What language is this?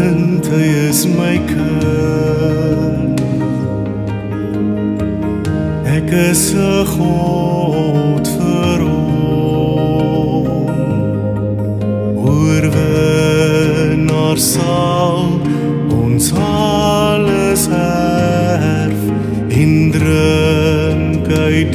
Afrikaans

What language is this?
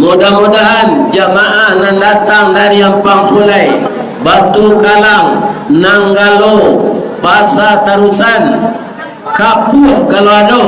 Minangkabau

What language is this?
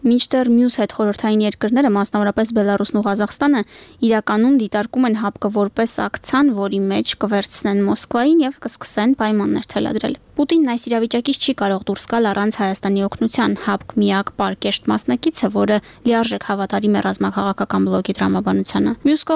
Armenian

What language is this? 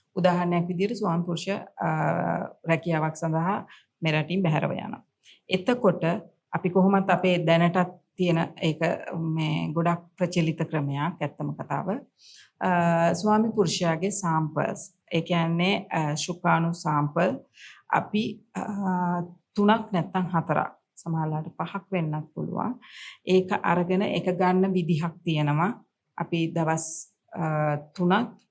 Sinhala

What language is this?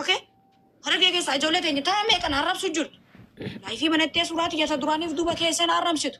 Oromo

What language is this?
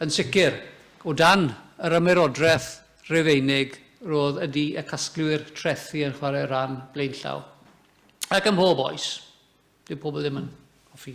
Welsh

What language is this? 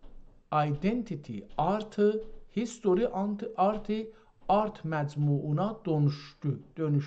South Azerbaijani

